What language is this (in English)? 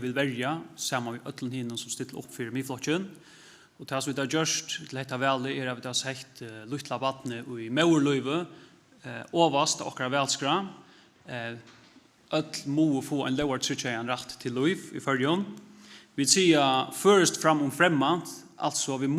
Faroese